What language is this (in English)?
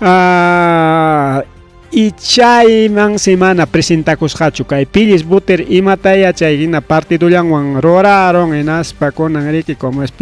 Ayacucho Quechua